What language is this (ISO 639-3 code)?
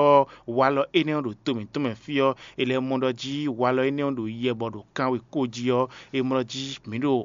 fon